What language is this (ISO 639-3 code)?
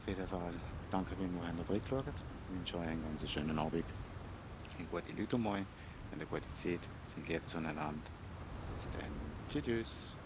gsw